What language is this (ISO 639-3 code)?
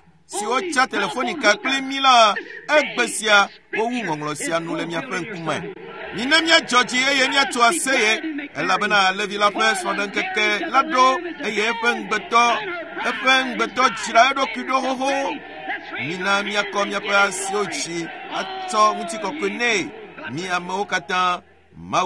ewe